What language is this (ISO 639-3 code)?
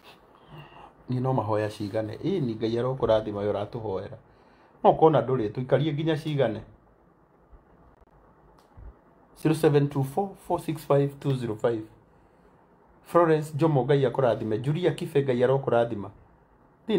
kik